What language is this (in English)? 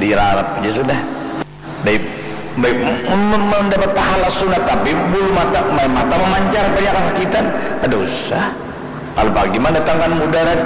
Banjar